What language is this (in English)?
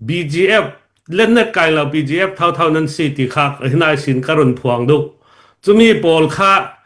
Hakha Chin